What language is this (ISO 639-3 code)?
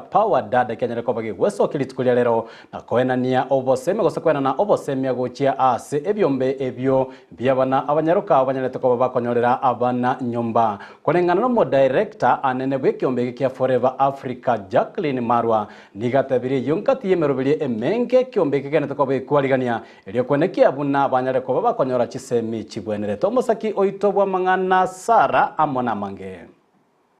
guz